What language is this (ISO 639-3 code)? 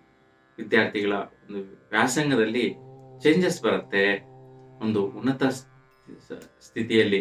kan